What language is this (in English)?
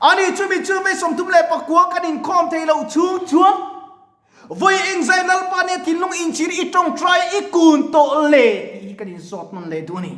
Mizo